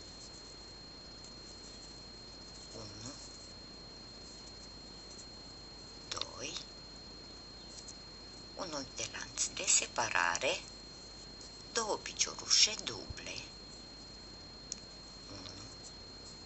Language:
Romanian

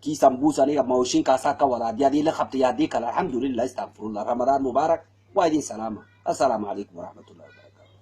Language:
Somali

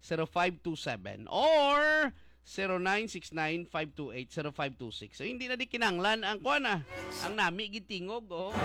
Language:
Hiligaynon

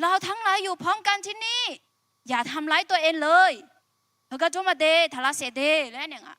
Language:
Akha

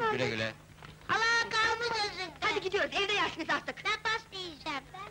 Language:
Turkish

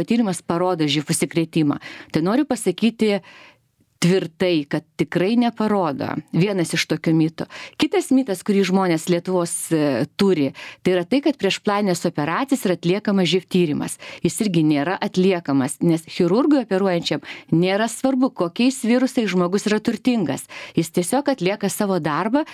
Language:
Lithuanian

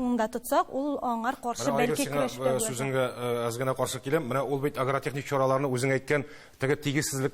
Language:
Tatar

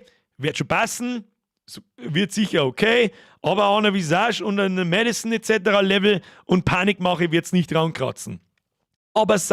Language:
Bavarian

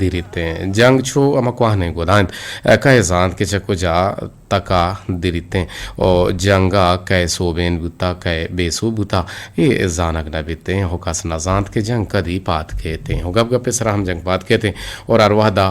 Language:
Eastern Balochi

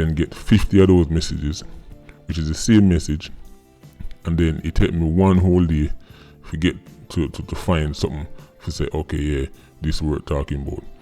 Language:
Jamaican Creole English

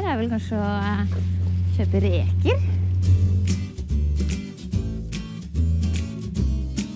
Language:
Norwegian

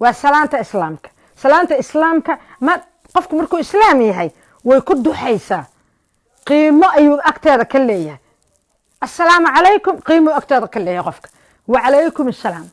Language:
Somali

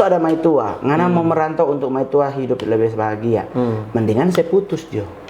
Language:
Manado Malay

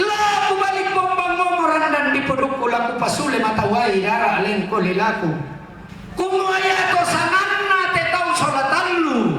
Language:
Toraja-Sa'dan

